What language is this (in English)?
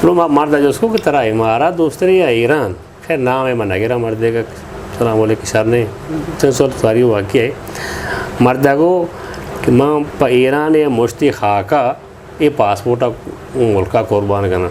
Eastern Balochi